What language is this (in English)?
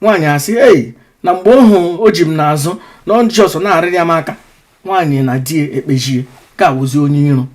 Igbo